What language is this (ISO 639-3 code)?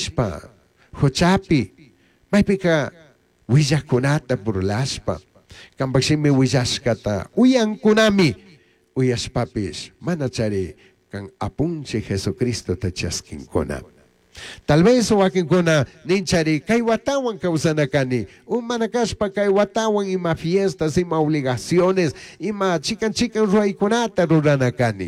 qug